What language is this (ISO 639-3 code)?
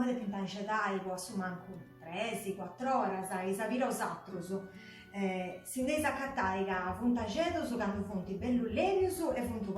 srd